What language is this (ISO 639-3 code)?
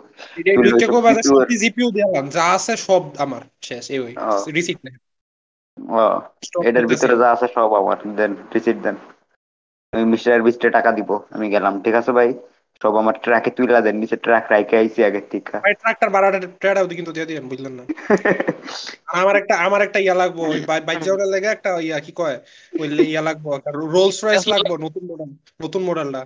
ben